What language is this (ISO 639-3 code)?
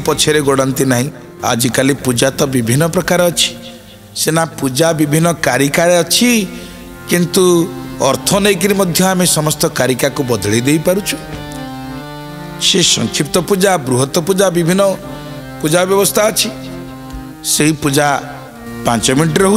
ori